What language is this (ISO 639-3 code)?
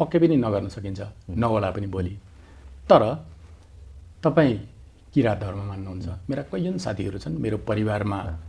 nep